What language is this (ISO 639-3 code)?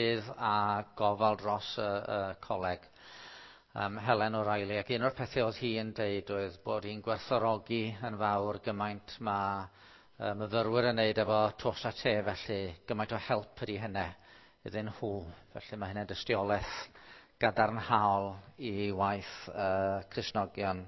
cym